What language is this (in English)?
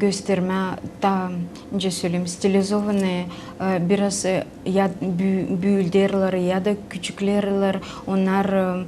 Gagauz